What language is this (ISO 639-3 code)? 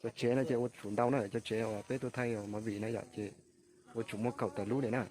hmn